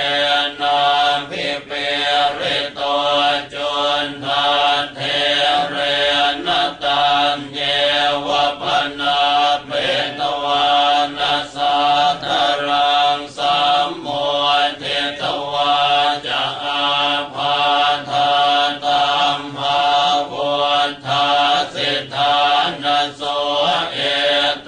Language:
Pali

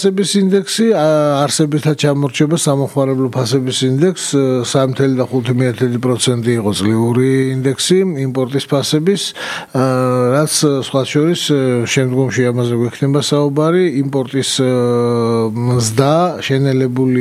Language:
Georgian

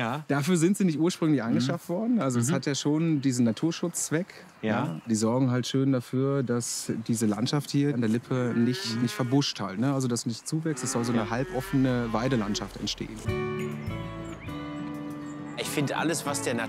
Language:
German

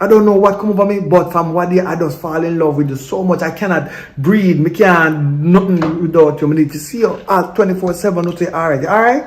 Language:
Jamaican Creole English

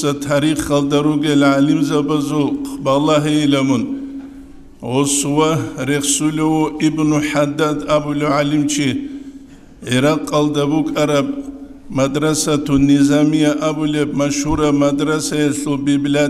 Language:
Avaric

